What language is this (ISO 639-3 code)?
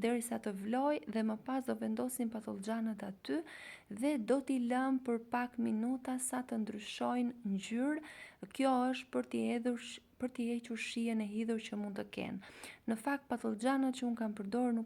sqi